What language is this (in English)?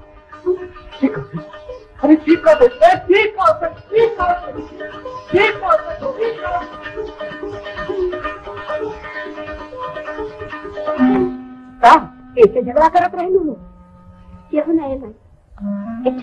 Bhojpuri